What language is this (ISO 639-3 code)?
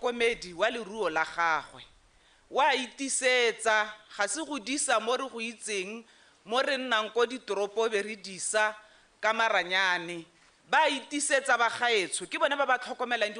tsn